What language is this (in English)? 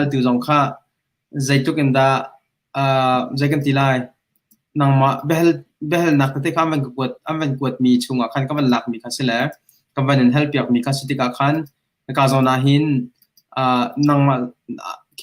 Hakha Chin